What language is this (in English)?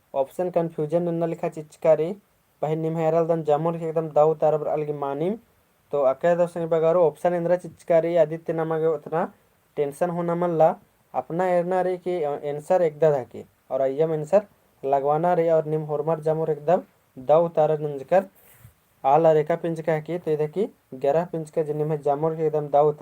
Kurukh